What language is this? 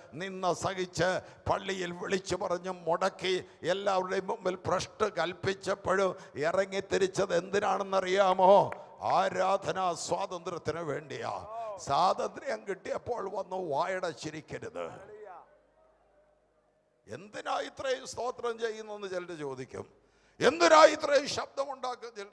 Malayalam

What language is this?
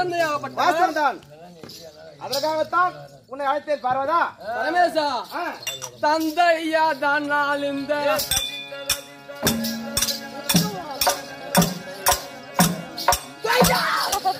Tamil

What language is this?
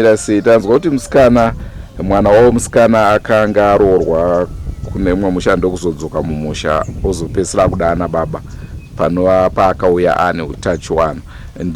Shona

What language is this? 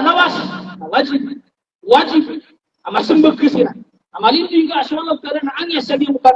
Maranao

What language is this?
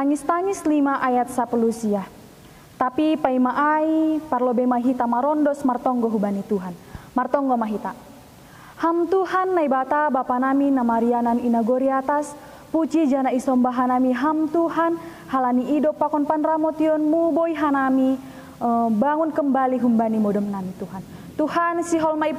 Batak Simalungun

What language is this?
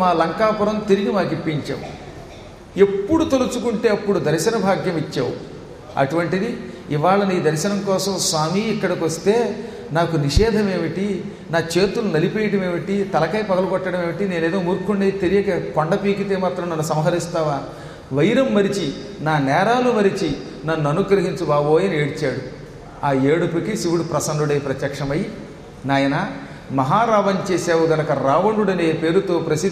Telugu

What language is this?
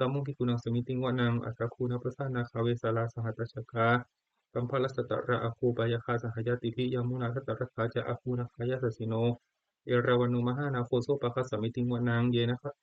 Pali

